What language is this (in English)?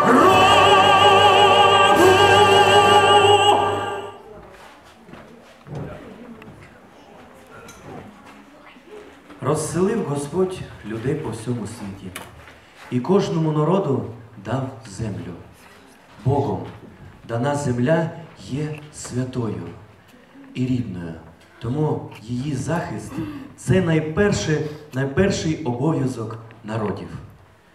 Ukrainian